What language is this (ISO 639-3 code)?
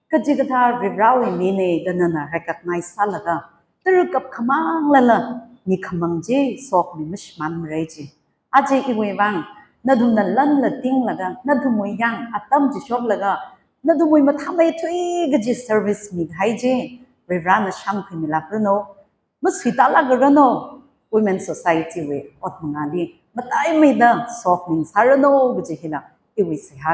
nmf